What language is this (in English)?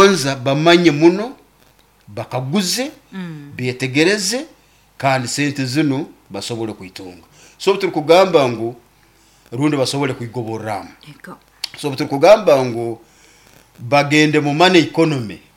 Nyoro